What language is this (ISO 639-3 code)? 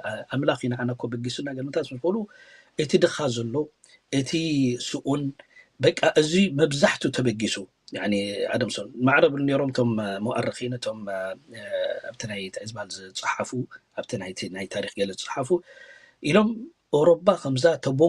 tir